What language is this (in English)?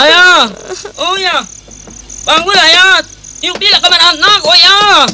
Minangkabau